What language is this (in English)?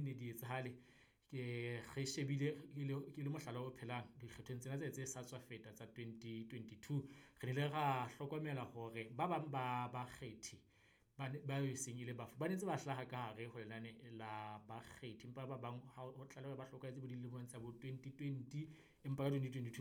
Southern Sotho